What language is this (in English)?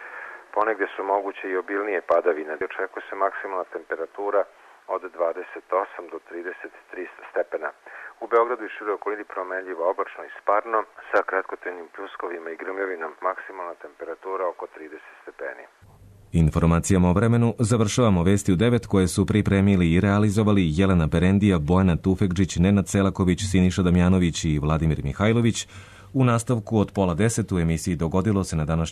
Serbian